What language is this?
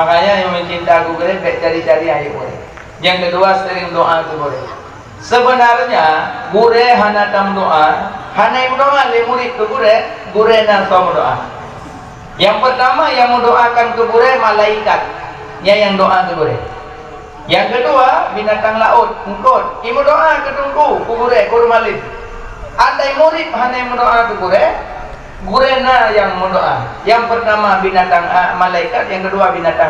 Achinese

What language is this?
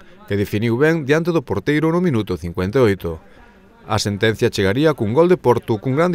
Galician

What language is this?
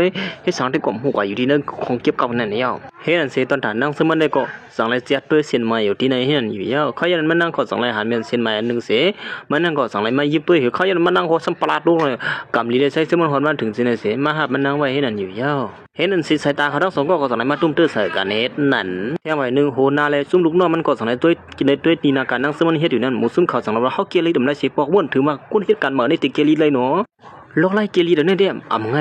Shan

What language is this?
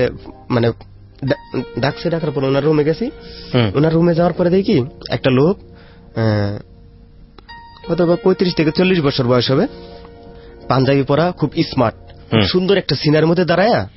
Bangla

